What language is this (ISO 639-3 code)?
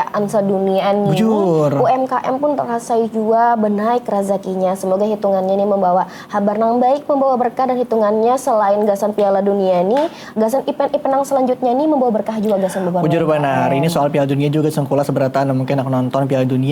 bjn